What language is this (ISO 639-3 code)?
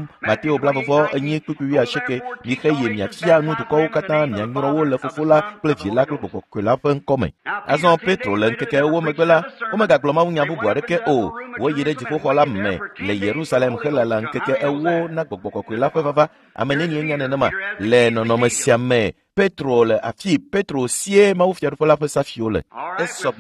ewe